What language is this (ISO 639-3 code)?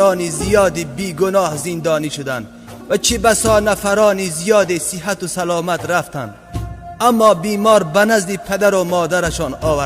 tgk